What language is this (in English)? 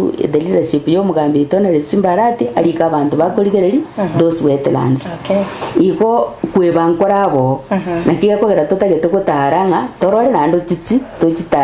Gusii